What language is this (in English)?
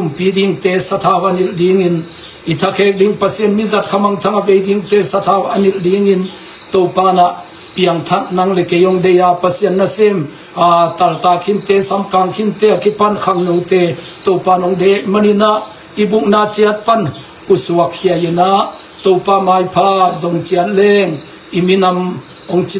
Tedim Chin